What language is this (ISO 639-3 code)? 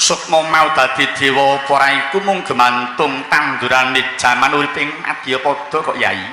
jav